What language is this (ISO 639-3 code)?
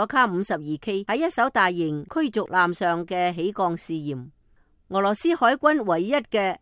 yue